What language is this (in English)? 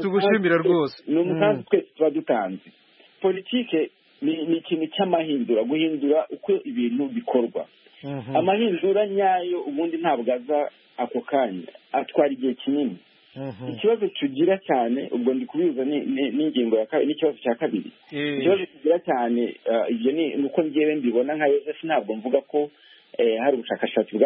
Kinyarwanda